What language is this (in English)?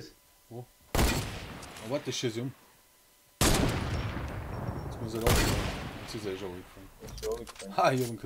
Bavarian